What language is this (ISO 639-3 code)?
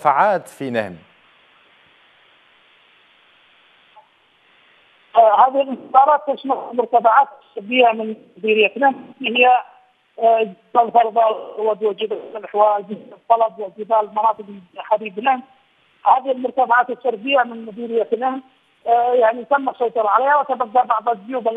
ara